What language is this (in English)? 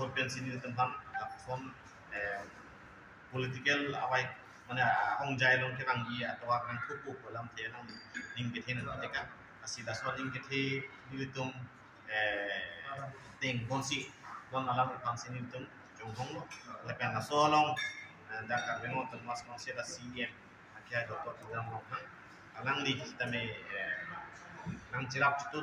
Karbi